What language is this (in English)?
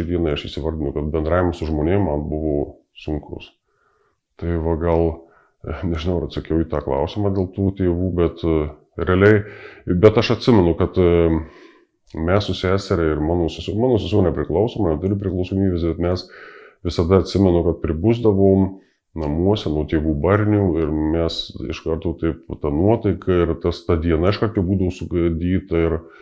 Lithuanian